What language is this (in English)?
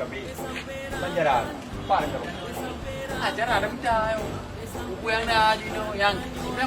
Achinese